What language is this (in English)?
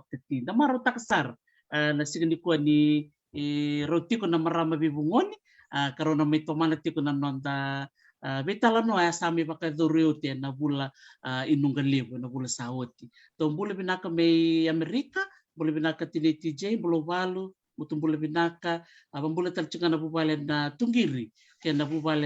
Fijian